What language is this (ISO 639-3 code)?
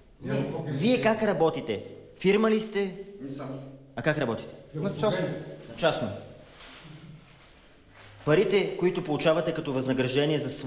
bul